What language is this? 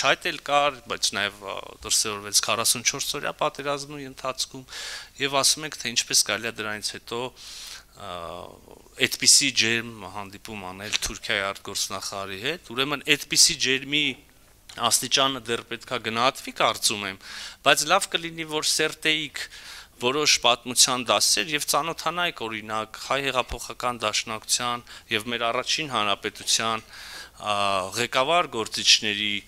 Armenian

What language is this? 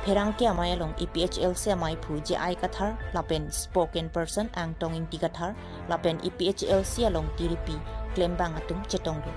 Karbi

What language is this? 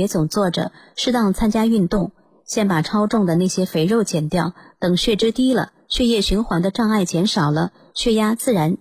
Chinese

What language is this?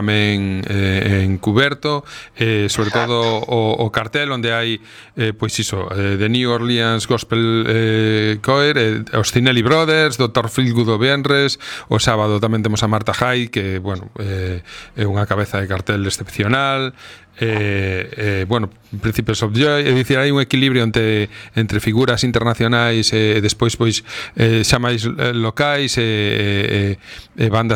Galician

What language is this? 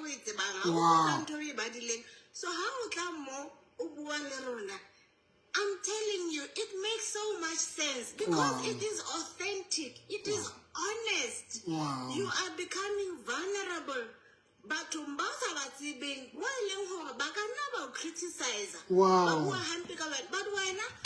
Southern Sotho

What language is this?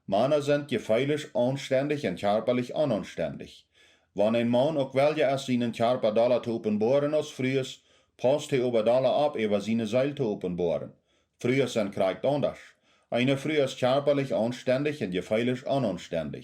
Plautdietsch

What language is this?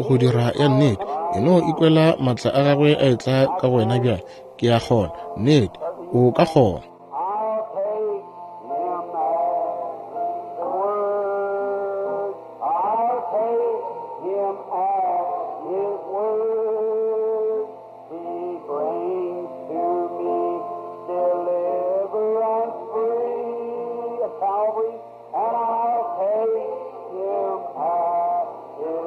Northern Sotho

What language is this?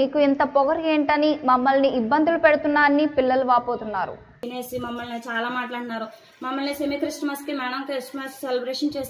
Telugu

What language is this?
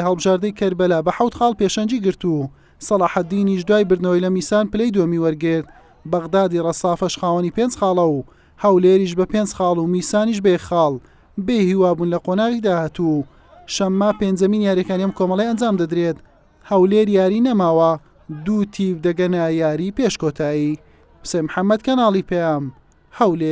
Central Kurdish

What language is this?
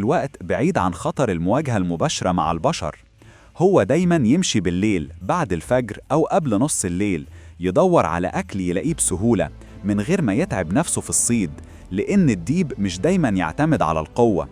Egyptian Arabic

